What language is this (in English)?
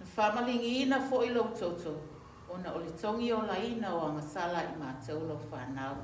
Samoan